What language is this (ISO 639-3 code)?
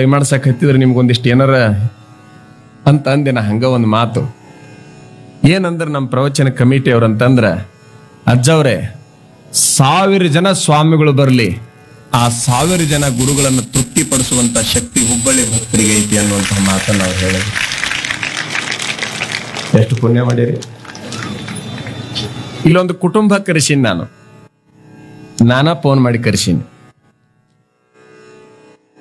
kan